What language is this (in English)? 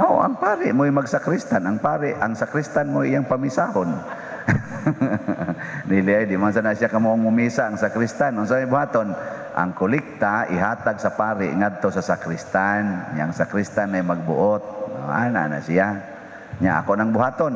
Cebuano